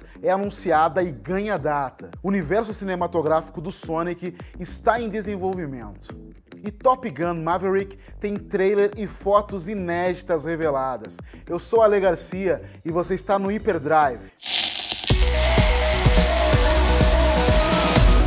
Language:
Portuguese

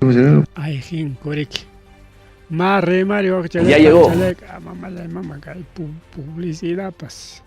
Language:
Ayacucho Quechua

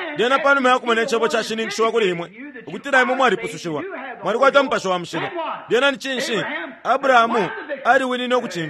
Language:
Bemba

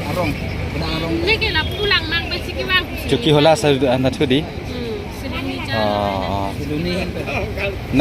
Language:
Karbi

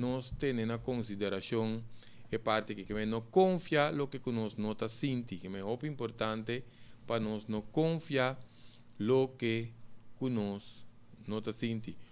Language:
Papiamento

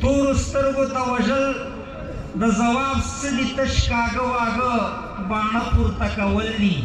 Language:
Pashto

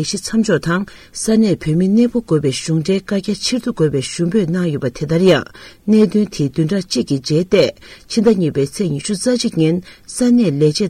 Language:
Tibetan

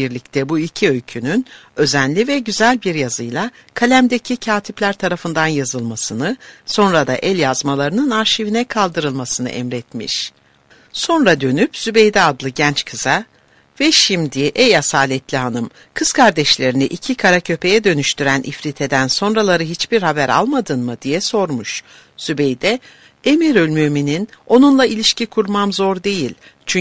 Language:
Turkish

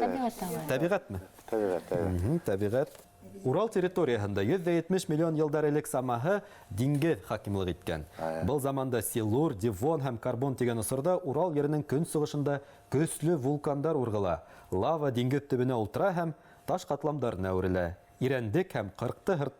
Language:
Bashkir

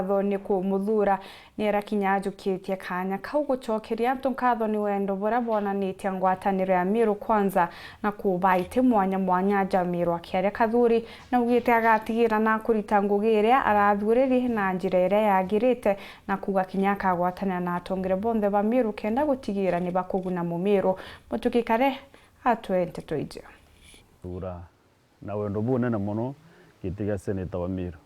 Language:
Meru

